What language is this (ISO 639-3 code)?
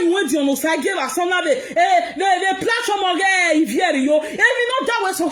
pcm